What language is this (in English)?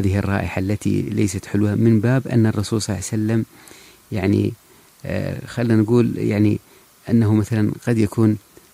Najdi Arabic